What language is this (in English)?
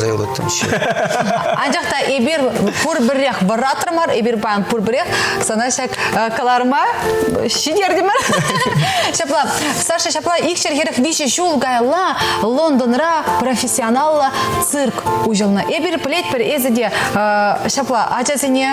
Chuvash